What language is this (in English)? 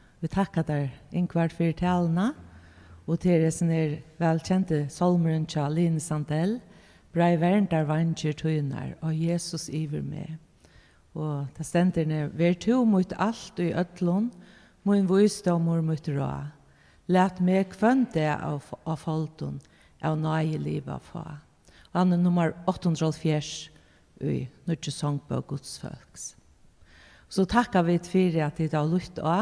Faroese